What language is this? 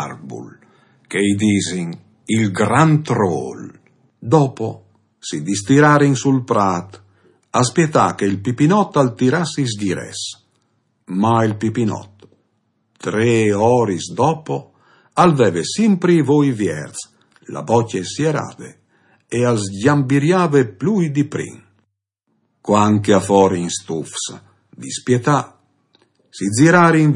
Friulian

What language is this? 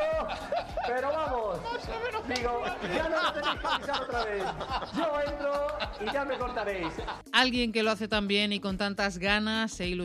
Spanish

